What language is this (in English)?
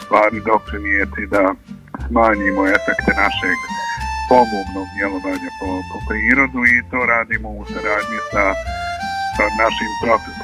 Bosnian